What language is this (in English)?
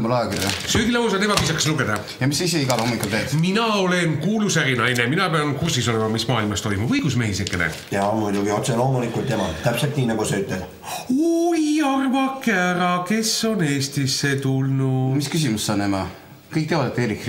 Estonian